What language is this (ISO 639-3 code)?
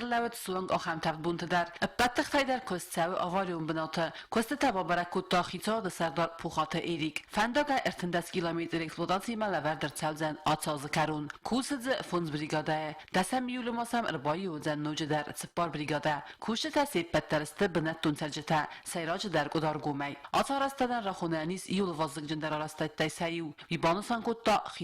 oss